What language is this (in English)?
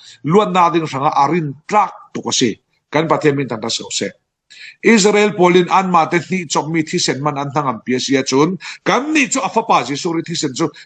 Falam Chin